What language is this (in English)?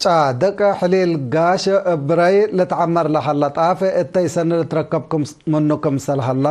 Tigre